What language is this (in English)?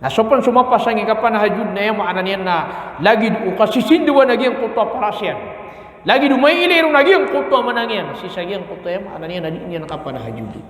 Maranao